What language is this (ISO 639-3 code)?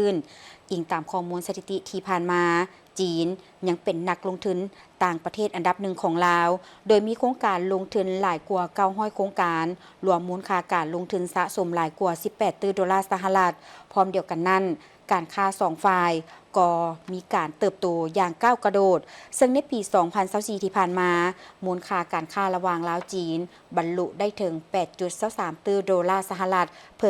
lao